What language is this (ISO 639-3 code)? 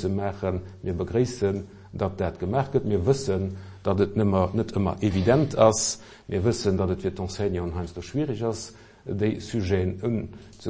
ltz